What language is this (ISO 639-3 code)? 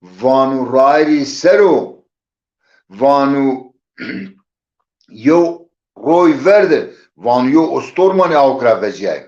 zza